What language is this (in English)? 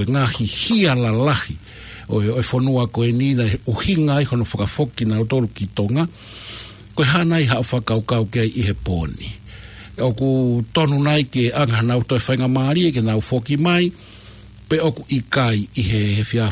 Tongan